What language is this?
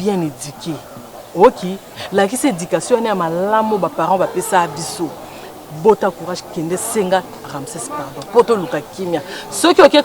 Lingala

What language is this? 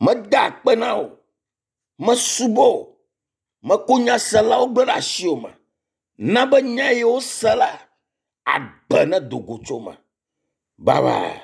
Ewe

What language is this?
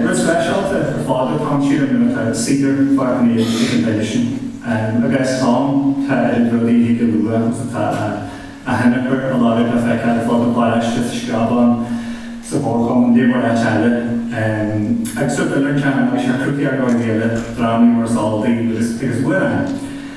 Irish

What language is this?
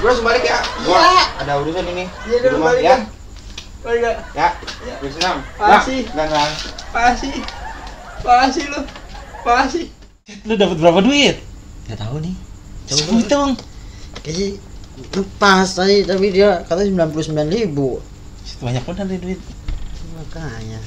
Betawi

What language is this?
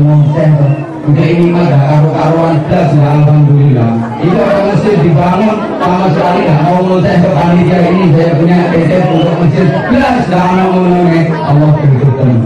Javanese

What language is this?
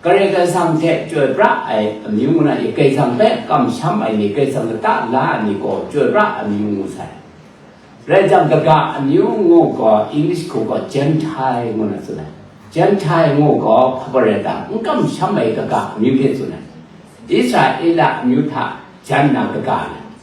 Kachin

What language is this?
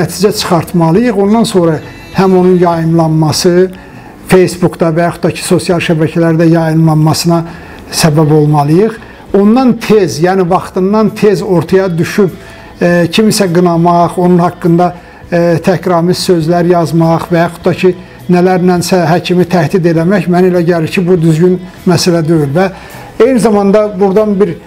Azerbaijani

